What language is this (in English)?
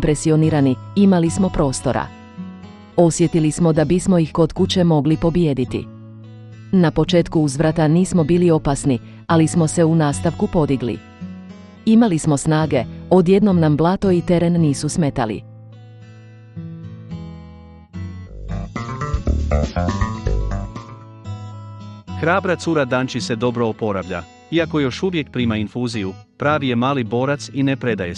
Croatian